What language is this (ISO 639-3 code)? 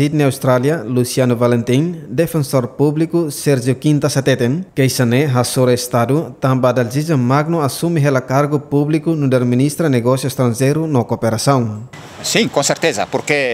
tet